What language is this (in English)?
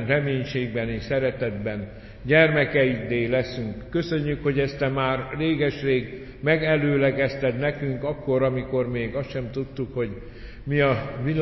Hungarian